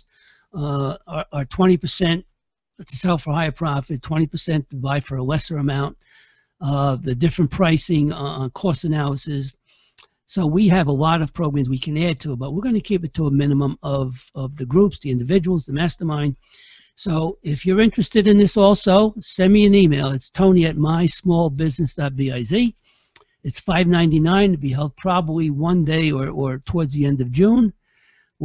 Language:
English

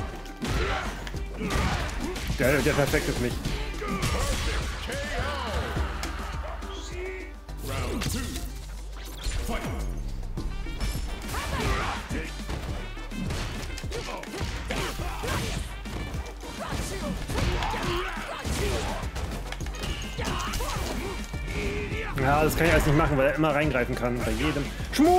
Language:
German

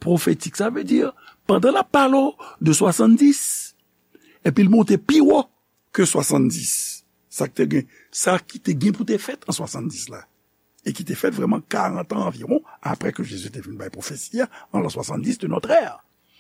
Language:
Haitian Creole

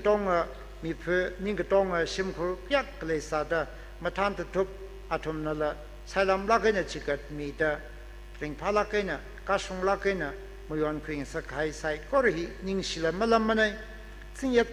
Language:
Tangkhul Naga (India)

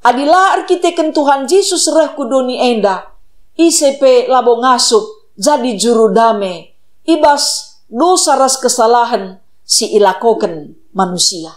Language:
Batak Karo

